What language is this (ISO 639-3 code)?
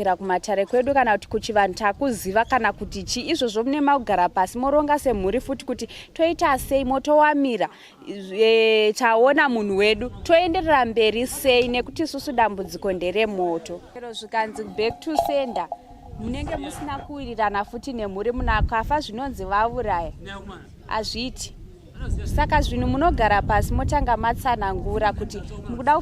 sna